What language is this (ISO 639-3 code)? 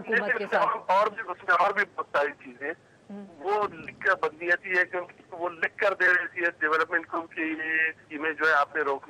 urd